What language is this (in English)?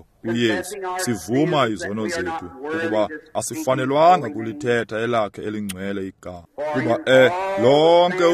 Xhosa